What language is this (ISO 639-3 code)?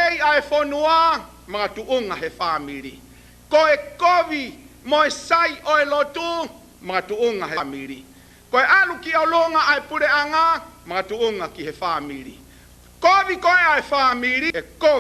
ton